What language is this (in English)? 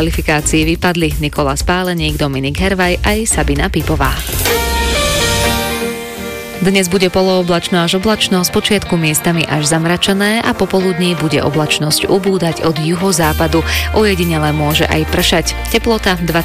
Slovak